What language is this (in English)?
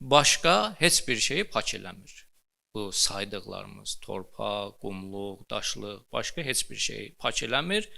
Azerbaijani